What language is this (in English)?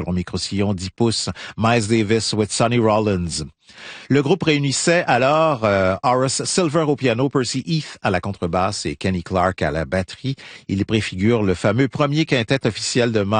French